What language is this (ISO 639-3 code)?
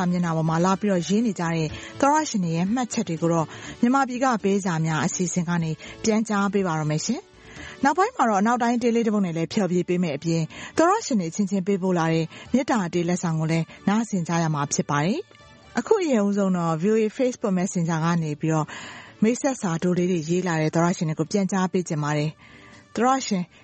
mya